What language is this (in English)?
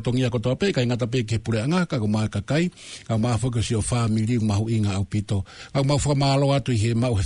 Tongan